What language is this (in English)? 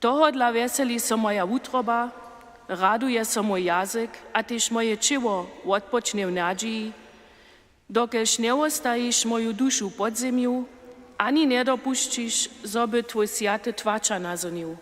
Upper Sorbian